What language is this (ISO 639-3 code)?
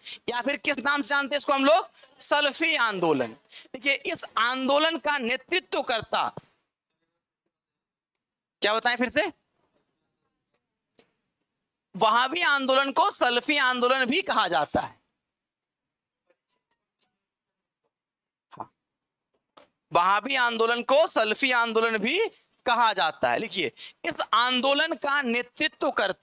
hin